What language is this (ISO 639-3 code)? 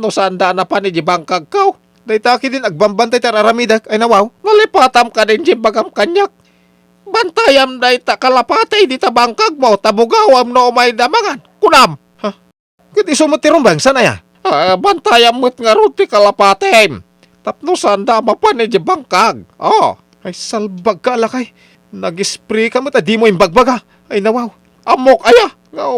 ilo